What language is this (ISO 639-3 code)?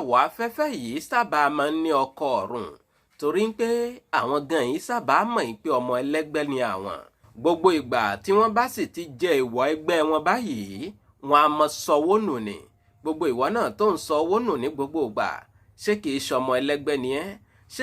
yor